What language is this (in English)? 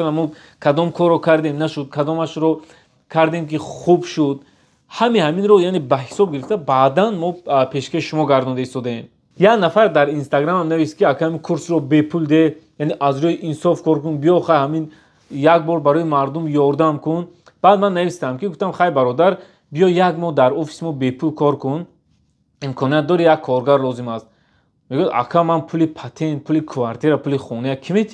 Tajik